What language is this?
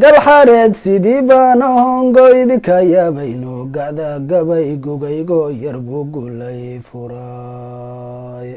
Somali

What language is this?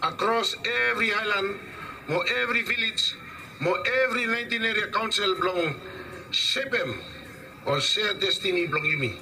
Bislama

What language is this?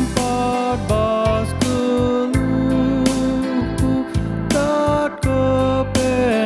Batak Karo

